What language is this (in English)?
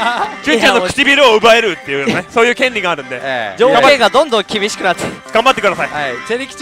Japanese